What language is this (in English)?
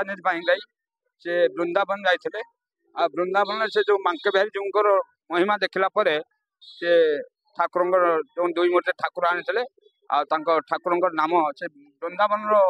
Odia